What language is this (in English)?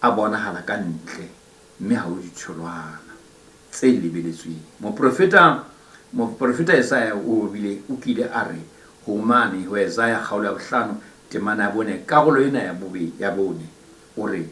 Southern Sotho